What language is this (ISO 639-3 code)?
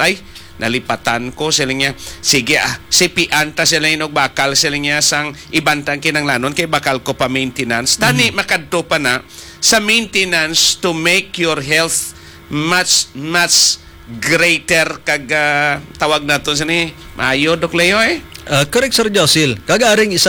hil